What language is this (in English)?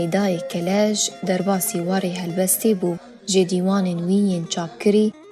Kurdish